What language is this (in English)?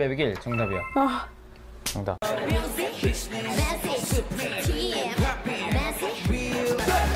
Korean